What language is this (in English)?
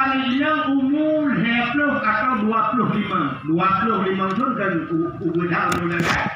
Achinese